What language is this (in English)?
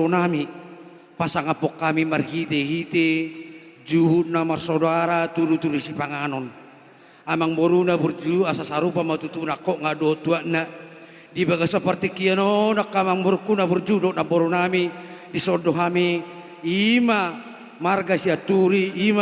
Batak Toba